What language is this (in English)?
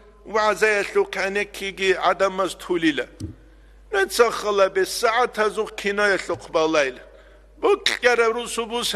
Avaric